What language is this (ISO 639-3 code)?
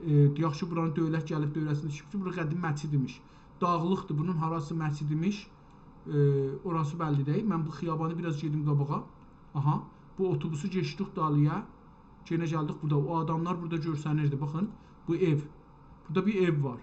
azb